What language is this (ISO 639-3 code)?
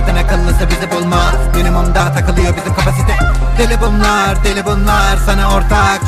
tur